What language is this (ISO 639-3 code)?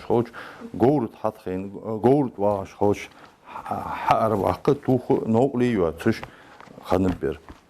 inh